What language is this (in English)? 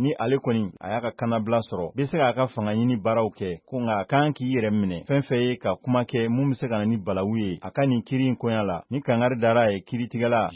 Bambara